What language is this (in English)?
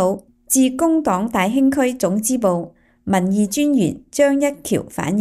Cantonese